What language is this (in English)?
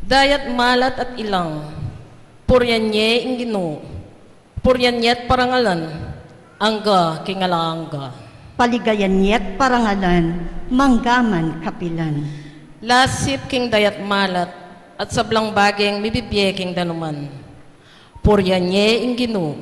Pampanga